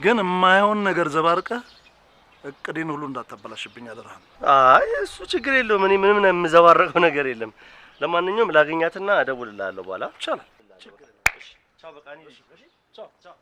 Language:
Amharic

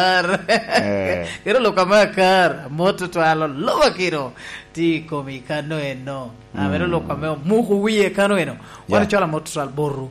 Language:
Lango (Uganda)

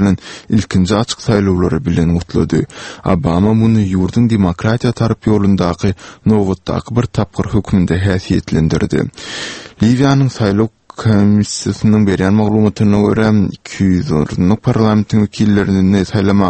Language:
Turkmen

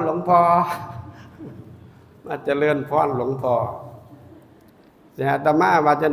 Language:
Northeastern Thai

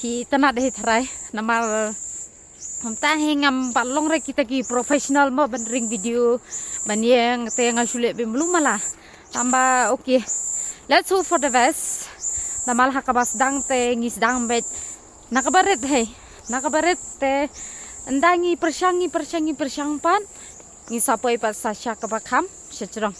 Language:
Khasi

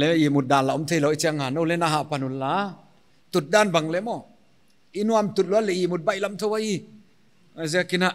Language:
Paite Chin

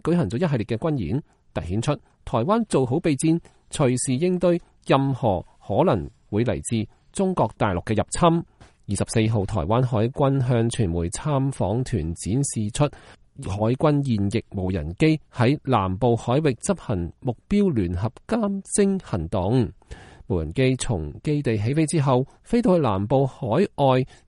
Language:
Cantonese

